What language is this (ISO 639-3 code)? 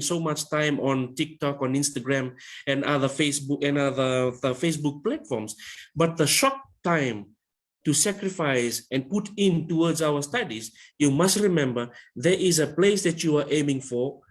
fij